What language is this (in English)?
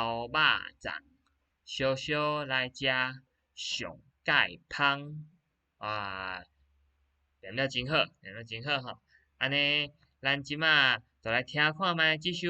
Min Nan Chinese